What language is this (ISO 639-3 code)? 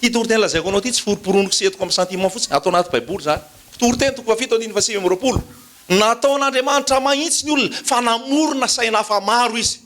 mlg